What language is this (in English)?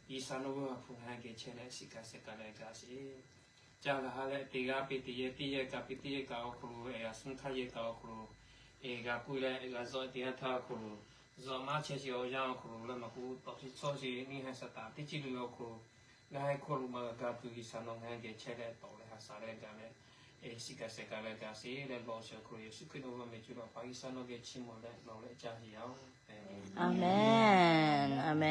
Lahu